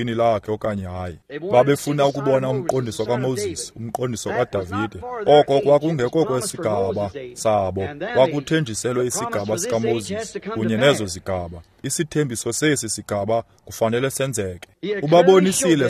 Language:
Xhosa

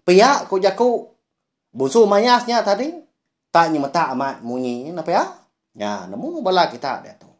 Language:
Iban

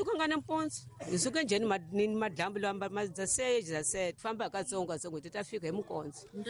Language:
Tsonga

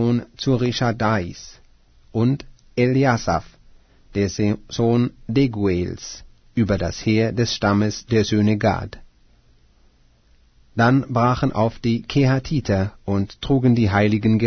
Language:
German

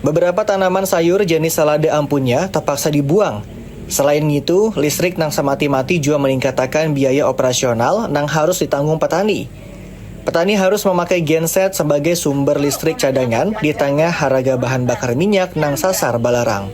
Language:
Banjar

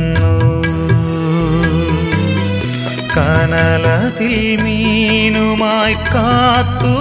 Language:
Malayalam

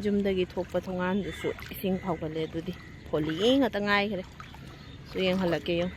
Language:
Manipuri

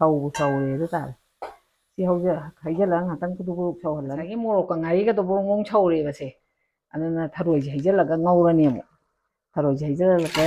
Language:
Manipuri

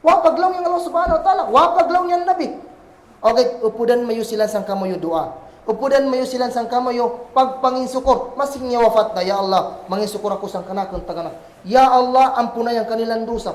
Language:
Kagan Kalagan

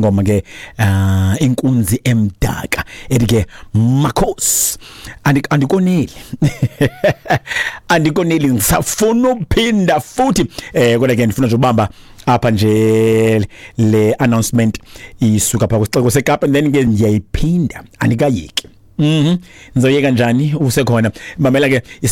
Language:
Xhosa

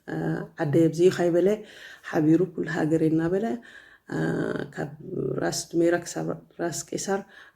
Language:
Tigrinya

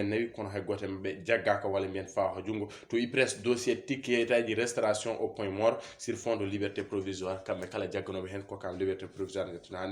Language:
Fula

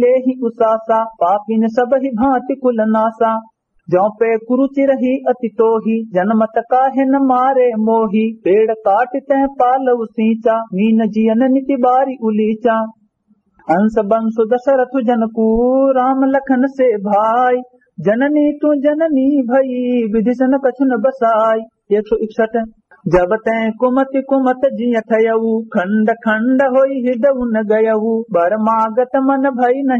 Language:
Awadhi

